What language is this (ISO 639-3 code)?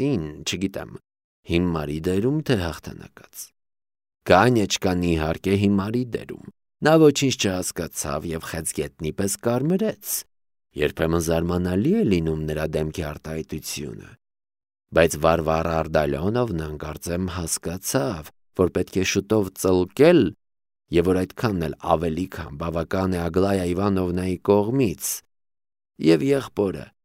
hye